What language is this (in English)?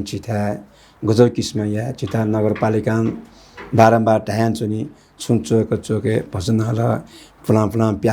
Newari